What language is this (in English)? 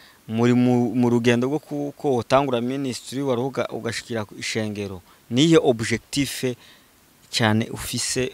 Rundi